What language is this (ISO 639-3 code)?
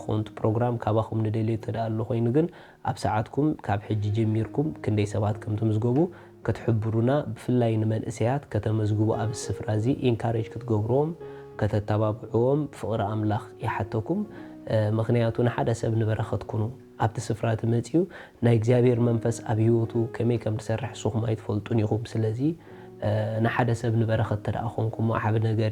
tir